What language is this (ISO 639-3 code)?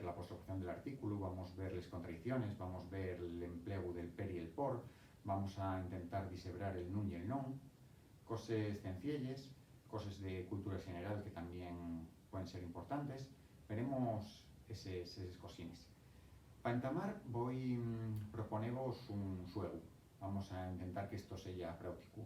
ast